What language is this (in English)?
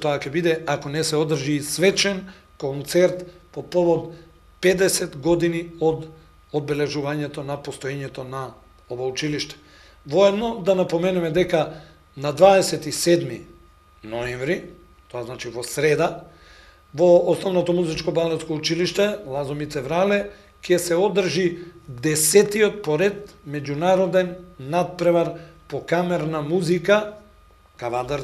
Macedonian